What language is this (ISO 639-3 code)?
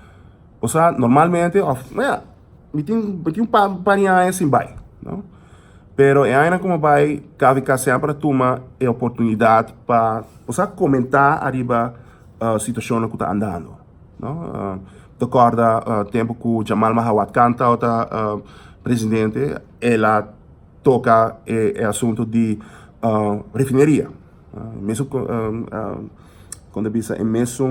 pap